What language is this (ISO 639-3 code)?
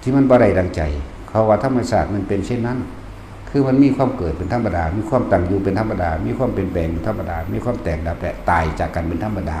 lao